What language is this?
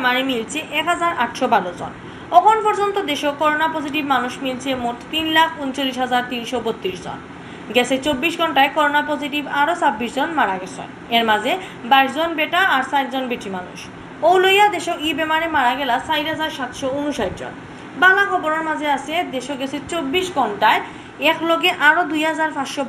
Sylheti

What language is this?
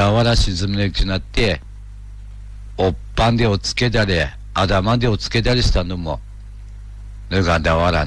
Japanese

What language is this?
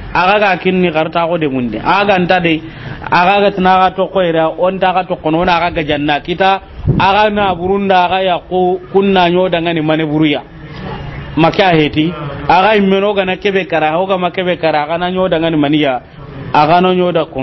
Soninke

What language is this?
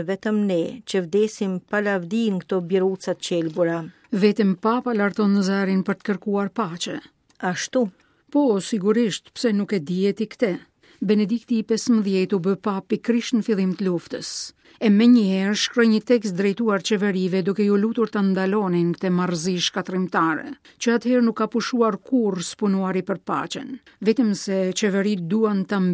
Albanian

